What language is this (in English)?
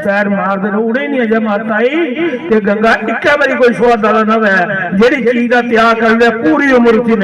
Dogri